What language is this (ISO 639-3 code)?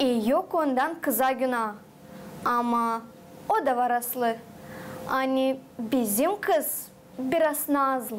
gag